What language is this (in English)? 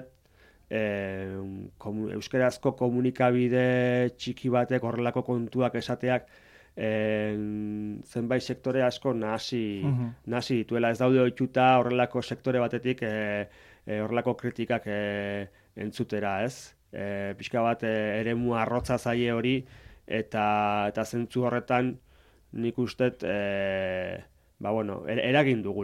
Basque